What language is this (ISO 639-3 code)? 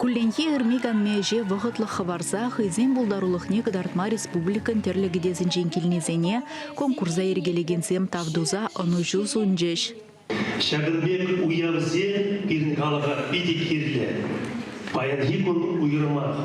chv